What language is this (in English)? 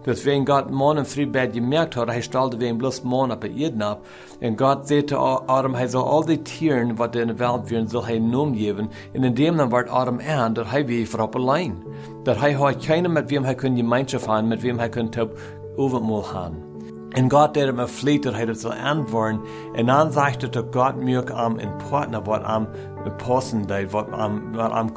Plautdietsch